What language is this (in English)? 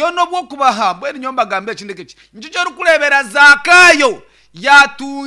Nyankole